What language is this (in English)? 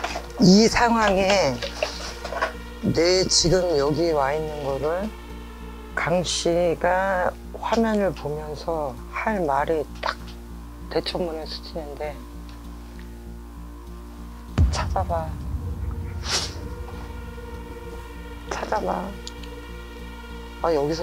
Korean